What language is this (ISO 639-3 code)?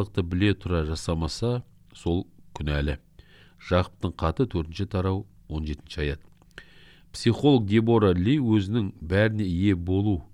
kaz